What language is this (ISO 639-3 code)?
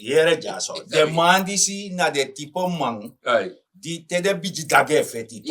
srn